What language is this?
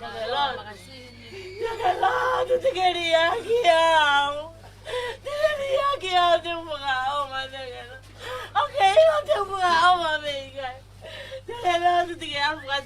Tongan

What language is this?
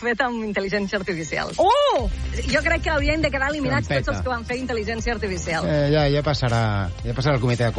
Catalan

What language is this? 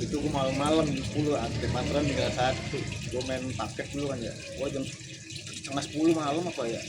Betawi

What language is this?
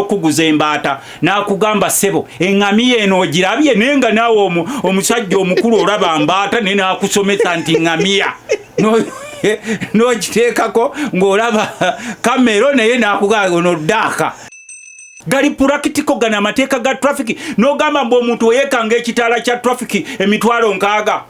Ganda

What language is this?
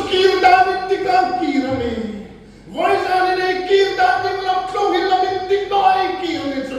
Hmar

